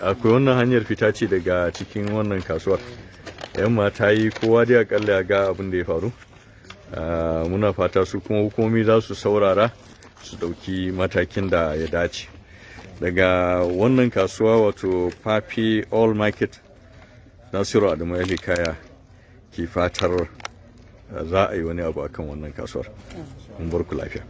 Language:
Hausa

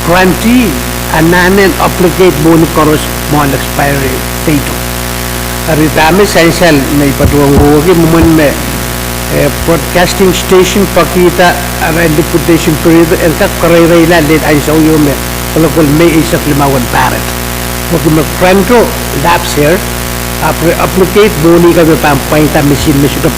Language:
Pohnpeian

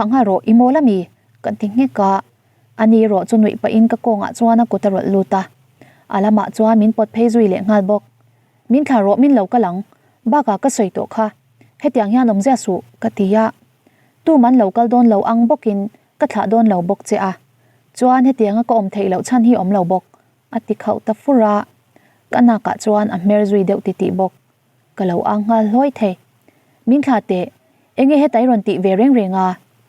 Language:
Mizo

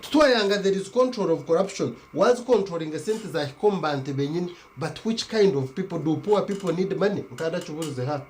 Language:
Nyankole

